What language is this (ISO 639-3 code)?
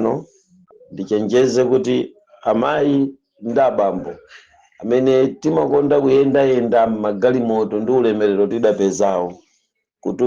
nya